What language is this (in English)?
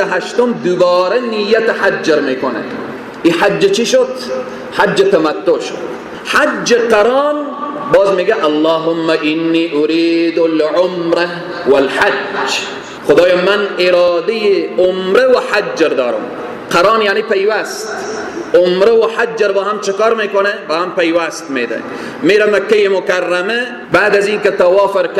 Persian